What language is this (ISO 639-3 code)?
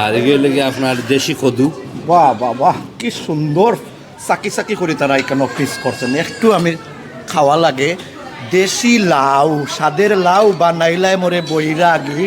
syl